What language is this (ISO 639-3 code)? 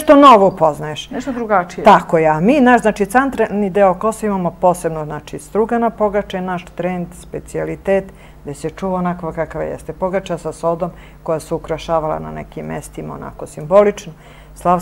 srp